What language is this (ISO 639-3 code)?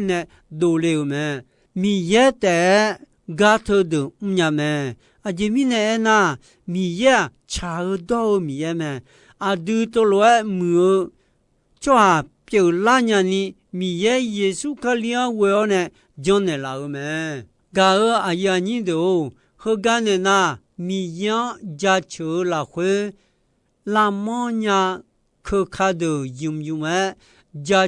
ahk